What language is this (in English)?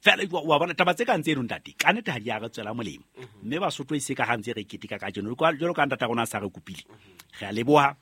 Southern Sotho